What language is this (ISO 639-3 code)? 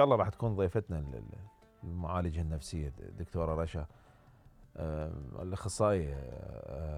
acm